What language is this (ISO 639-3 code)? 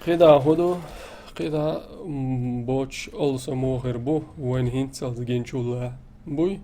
che